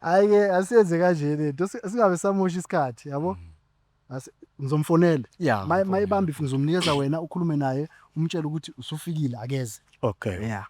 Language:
Zulu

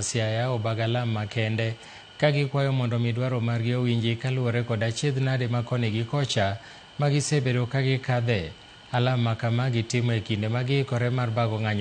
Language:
Luo (Kenya and Tanzania)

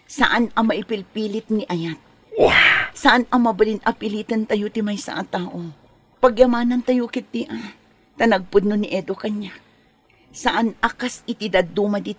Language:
Iloko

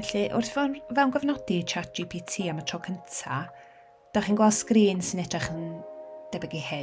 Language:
Welsh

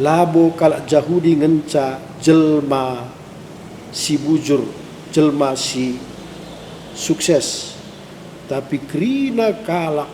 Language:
Batak Karo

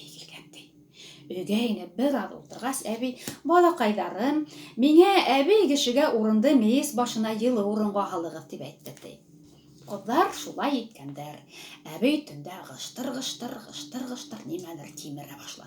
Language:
Bashkir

